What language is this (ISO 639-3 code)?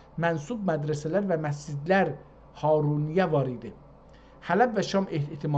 azb